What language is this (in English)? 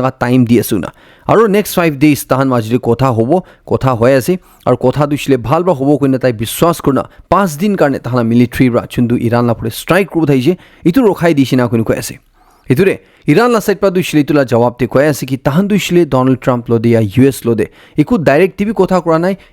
Naga Pidgin